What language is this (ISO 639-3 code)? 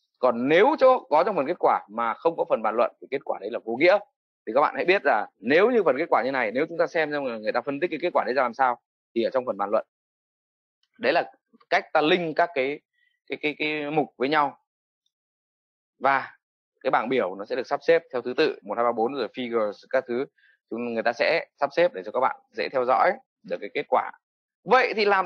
vie